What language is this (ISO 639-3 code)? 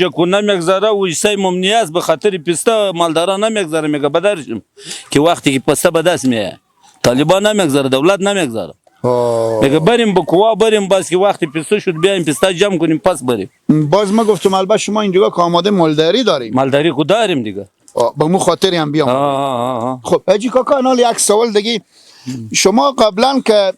fas